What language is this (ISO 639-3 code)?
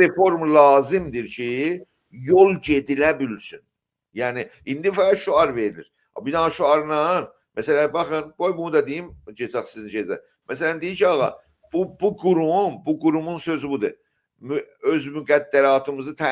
azb